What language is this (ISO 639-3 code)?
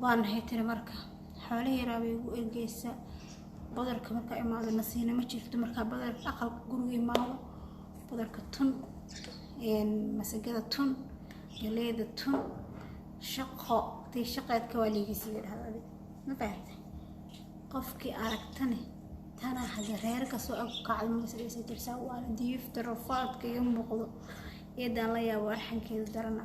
som